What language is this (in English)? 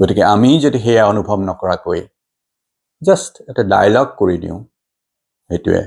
Assamese